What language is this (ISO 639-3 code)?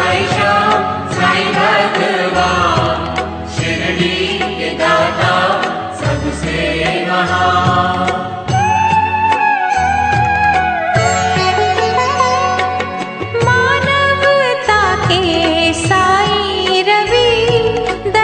hin